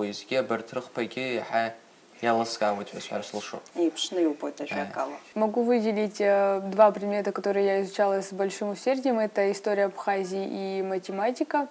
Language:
Abkhazian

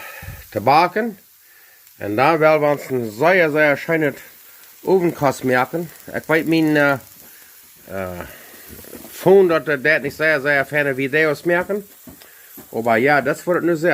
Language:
Plautdietsch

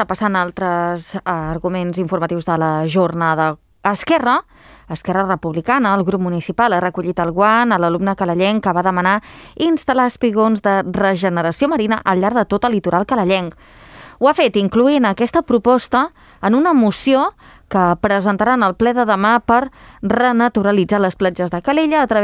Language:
Catalan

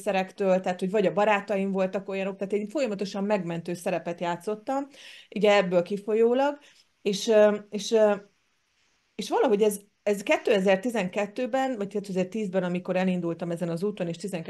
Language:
Hungarian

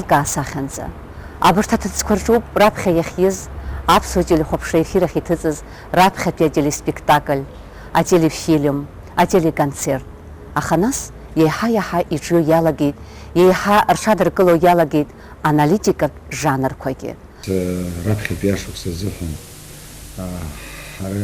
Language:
Abkhazian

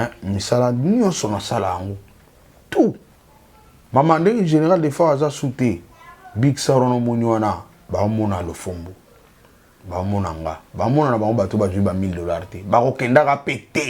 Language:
Lingala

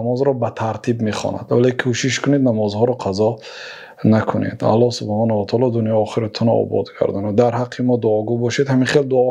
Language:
Tajik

